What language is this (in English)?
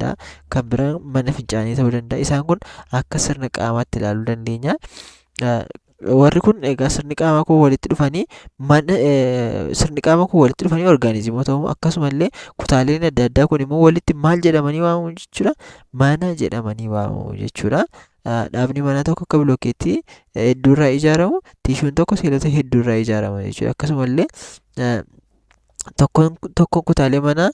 Oromo